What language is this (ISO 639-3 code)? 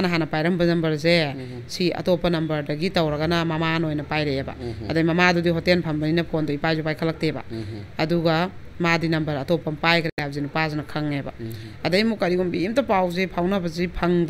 mni